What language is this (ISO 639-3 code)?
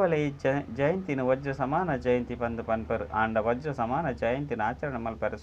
tcy